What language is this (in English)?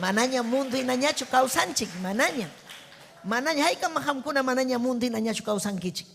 Ayacucho Quechua